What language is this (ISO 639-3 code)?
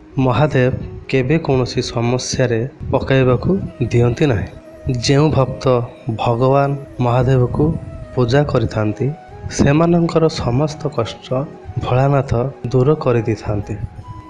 ori